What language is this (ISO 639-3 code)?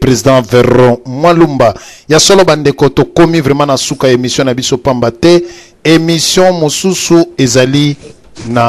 lin